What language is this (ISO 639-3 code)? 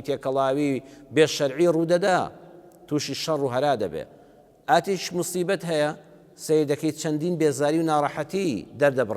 ckb